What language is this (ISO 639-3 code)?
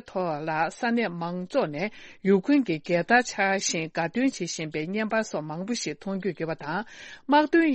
bod